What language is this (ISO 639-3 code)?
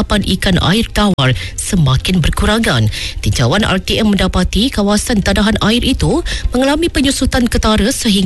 msa